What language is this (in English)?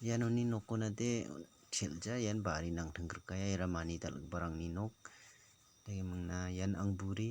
Garo